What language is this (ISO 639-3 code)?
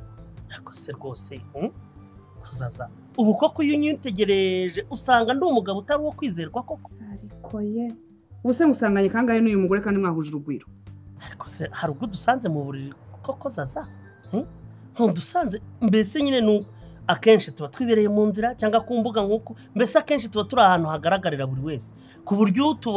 kin